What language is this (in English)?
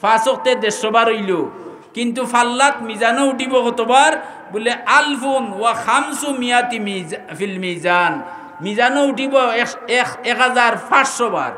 Sylheti